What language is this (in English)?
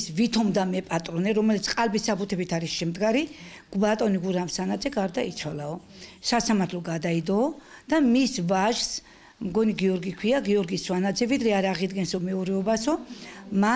Georgian